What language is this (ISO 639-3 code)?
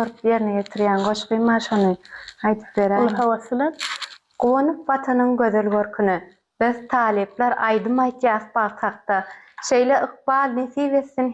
tuk